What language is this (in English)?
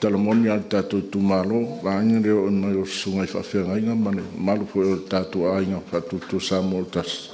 Samoan